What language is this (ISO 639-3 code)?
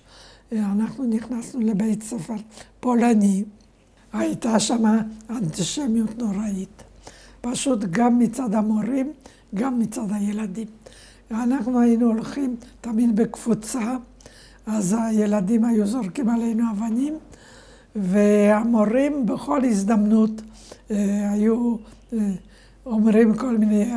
heb